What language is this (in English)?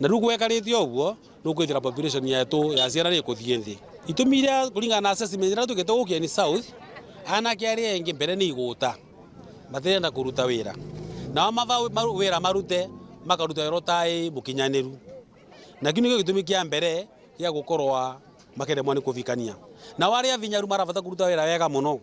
Meru